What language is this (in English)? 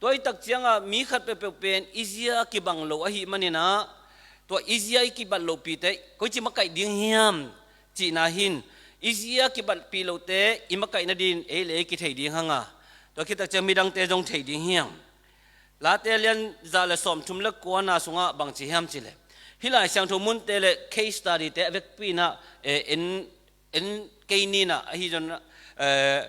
Tedim Chin